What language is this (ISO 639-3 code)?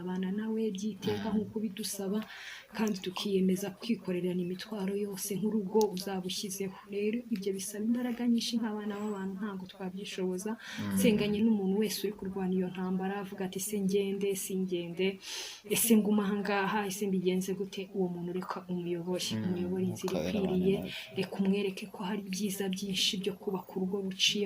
kin